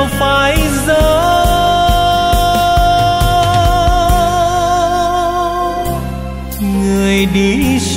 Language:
Vietnamese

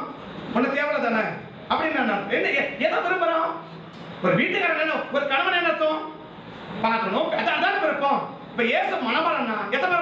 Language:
Tamil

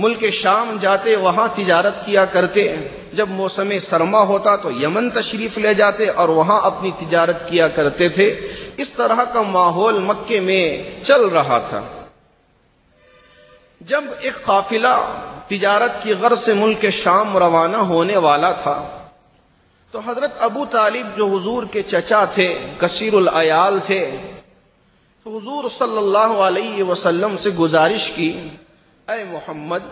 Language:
Urdu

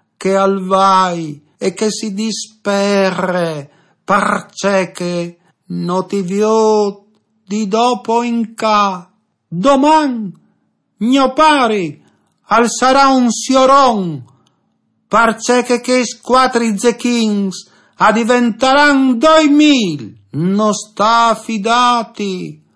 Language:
Friulian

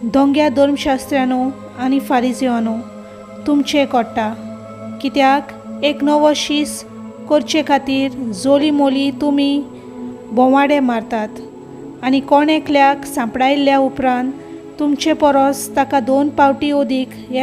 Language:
Konkani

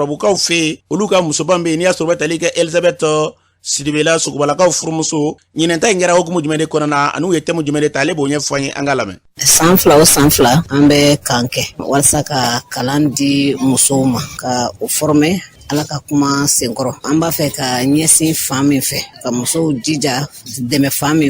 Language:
Bambara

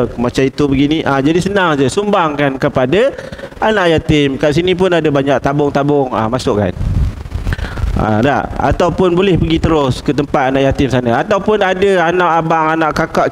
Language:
Malay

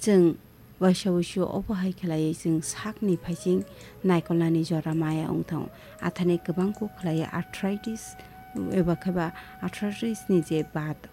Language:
Kok Borok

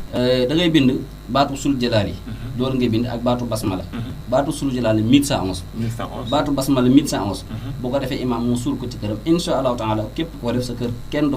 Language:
Wolof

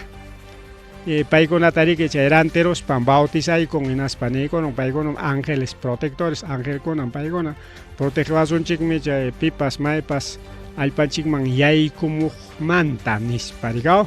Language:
Ayacucho Quechua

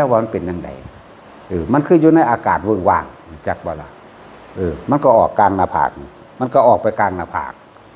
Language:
Northeastern Thai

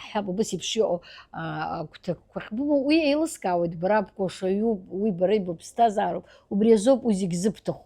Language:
Abkhazian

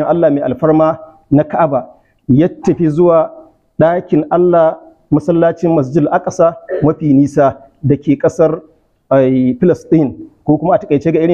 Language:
Hausa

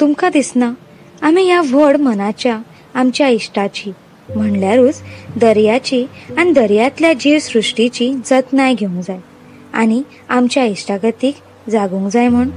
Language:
Konkani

